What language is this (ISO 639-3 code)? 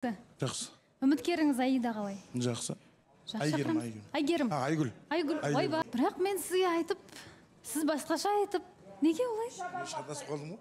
kaz